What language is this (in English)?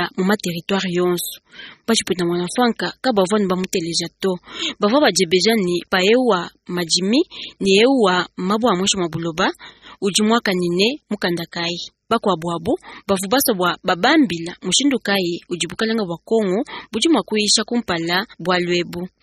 Luba-Lulua